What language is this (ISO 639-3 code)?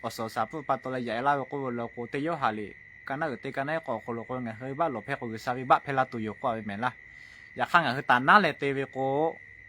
lhu